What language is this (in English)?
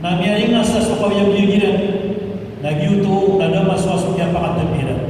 Maranao